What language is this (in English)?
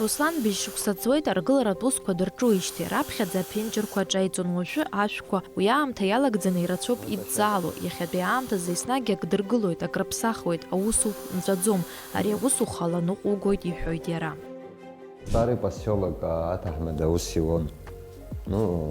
Abkhazian